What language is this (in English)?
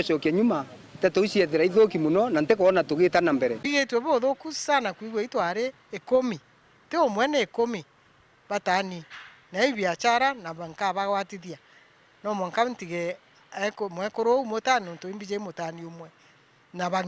Meru